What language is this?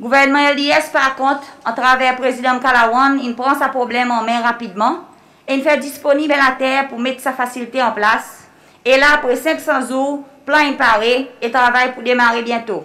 Seselwa Creole French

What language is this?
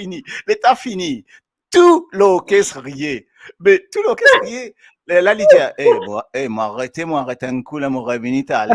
Morisyen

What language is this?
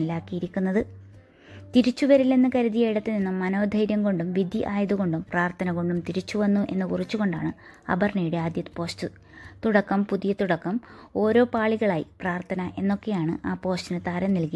Malayalam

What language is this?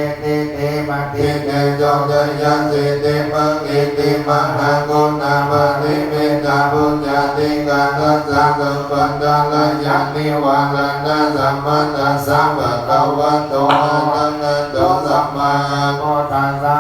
Pali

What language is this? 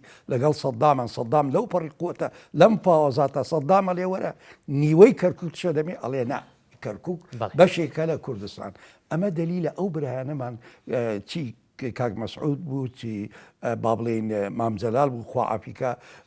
Central Kurdish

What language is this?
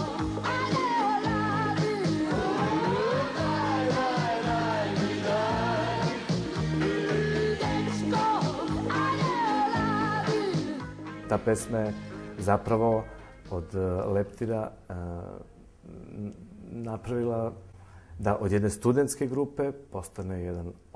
Serbian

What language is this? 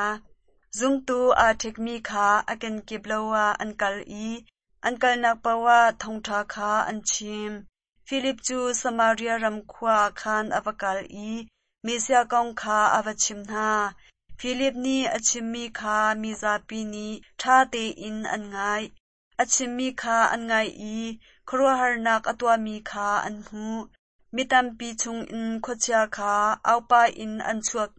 Hakha Chin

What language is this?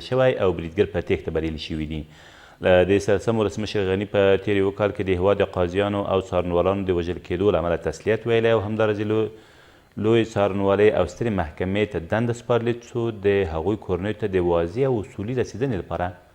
Pashto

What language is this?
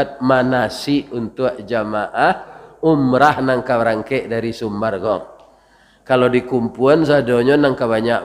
Minangkabau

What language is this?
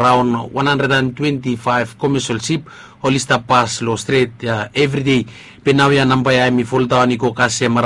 Bislama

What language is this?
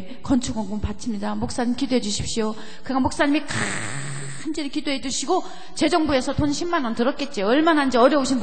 Korean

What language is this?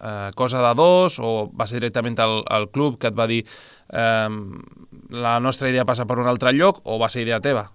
Catalan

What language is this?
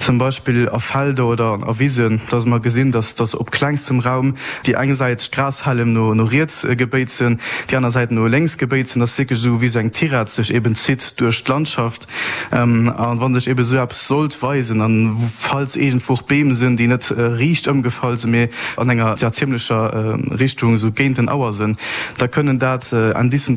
Luxembourgish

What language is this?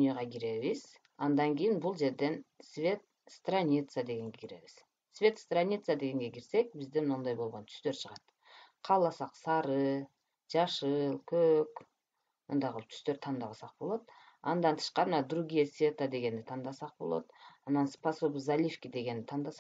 Kyrgyz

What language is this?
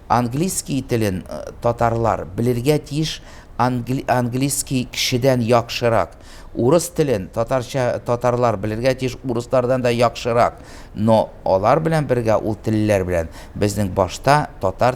Tatar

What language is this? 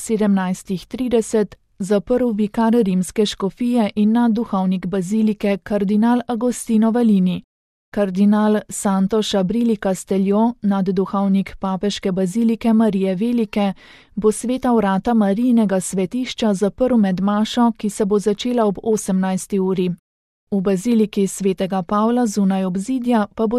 Slovenian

